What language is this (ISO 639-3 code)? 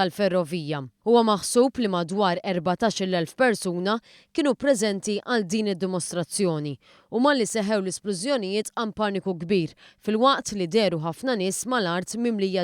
mlt